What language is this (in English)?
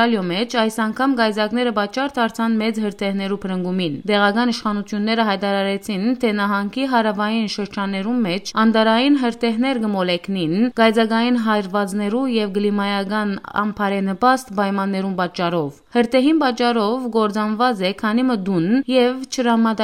Western Armenian